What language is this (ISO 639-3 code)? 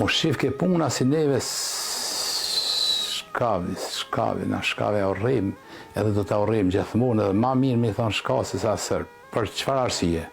sqi